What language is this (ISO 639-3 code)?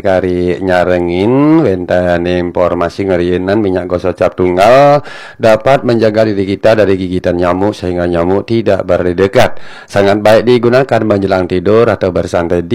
ban